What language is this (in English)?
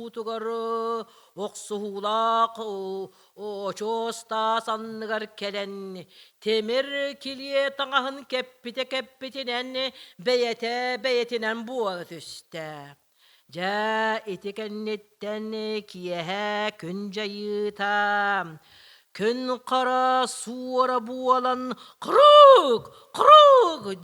Yakut